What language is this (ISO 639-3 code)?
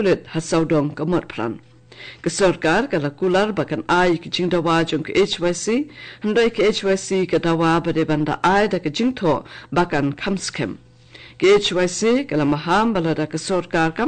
kha